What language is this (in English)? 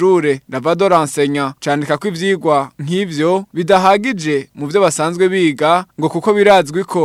Rundi